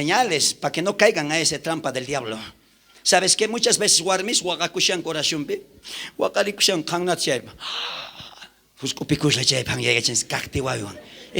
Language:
South Bolivian Quechua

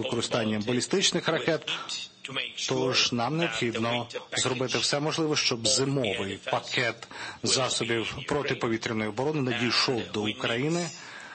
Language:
Ukrainian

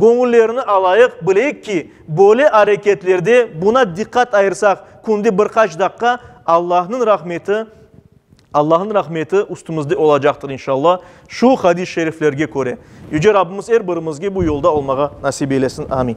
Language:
Crimean Tatar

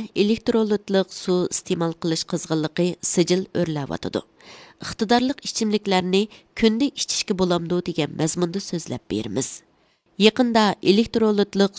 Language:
Uyghur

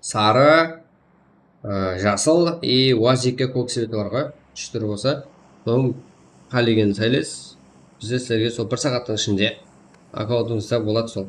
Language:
Kara-Kalpak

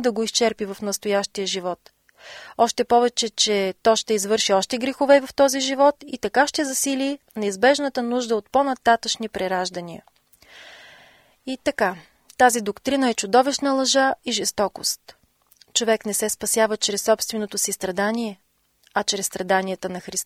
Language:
Bulgarian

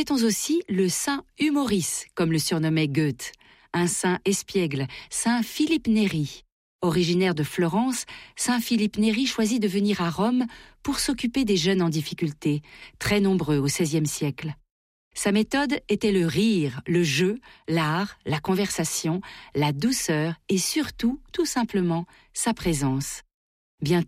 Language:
French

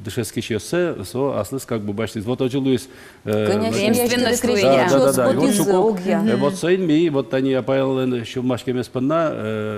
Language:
Udmurt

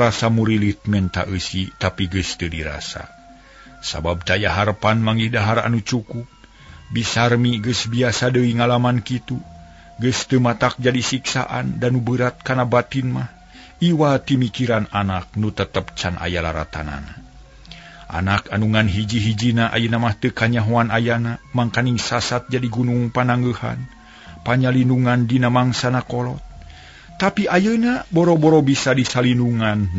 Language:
Sundanese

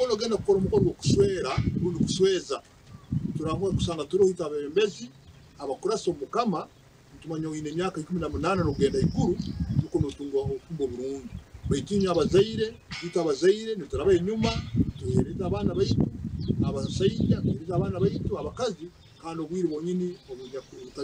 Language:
Nyankole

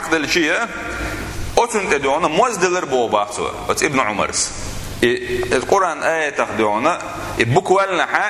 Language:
Chechen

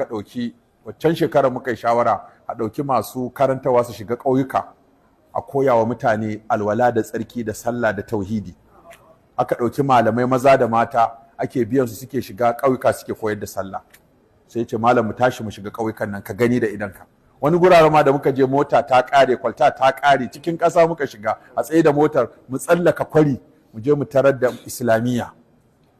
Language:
Hausa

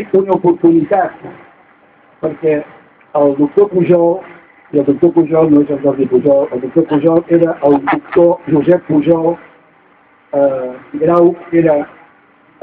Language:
Catalan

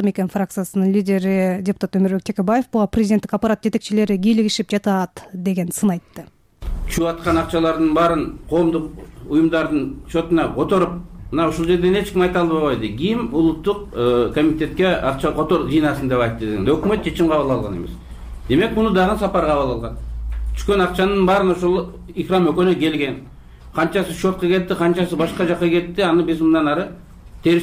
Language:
Kyrgyz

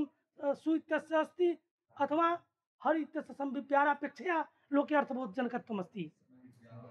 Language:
Sanskrit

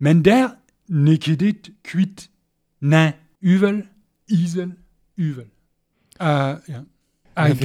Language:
Breton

